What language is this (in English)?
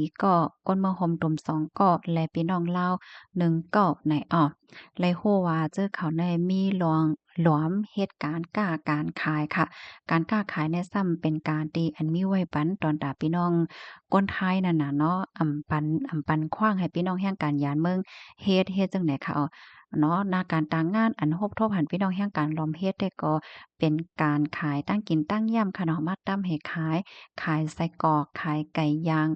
Shan